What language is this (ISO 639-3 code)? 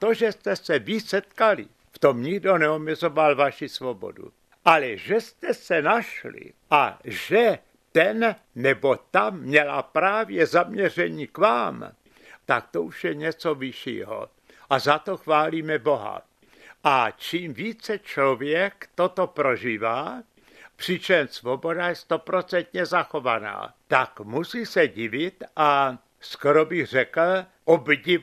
ces